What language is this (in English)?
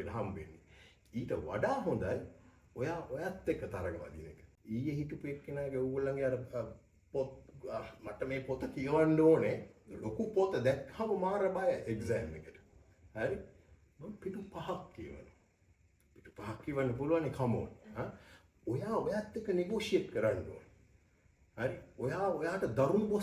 Sinhala